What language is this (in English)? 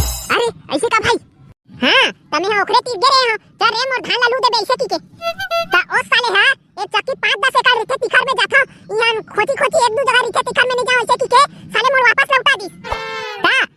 Chhattisgarhi